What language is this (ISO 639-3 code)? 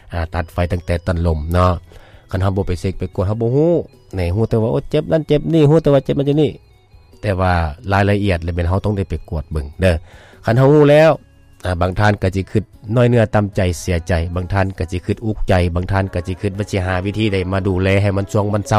lao